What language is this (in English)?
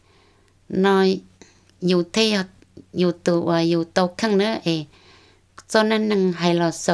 Hmong